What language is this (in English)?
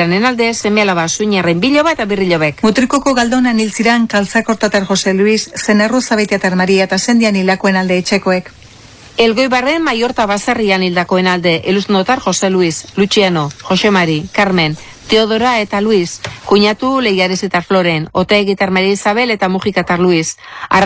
Basque